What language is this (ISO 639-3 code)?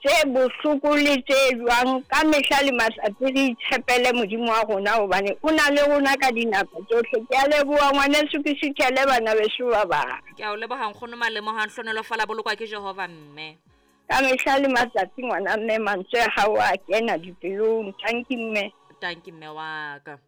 sot